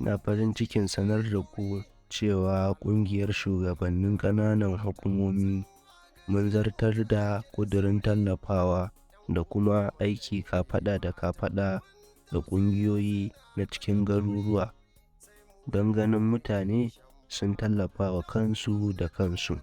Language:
Hausa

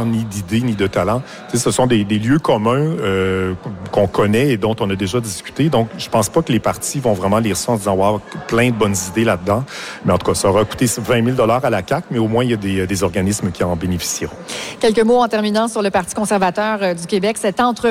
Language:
French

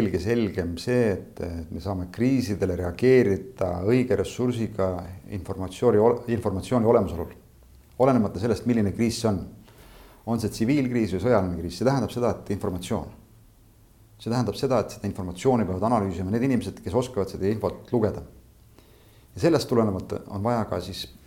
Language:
Estonian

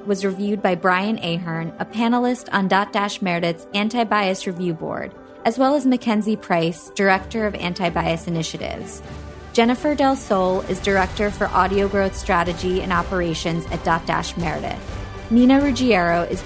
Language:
English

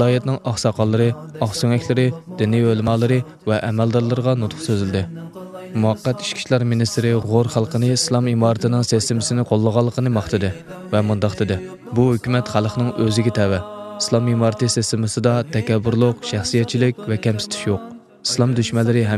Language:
Uyghur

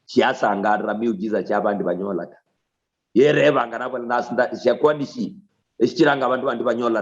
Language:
Luyia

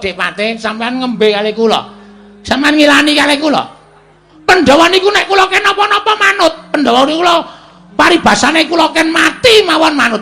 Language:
Javanese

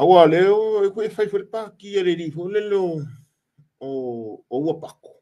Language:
Samoan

